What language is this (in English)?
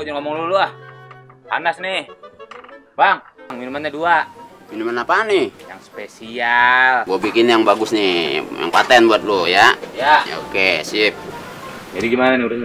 Betawi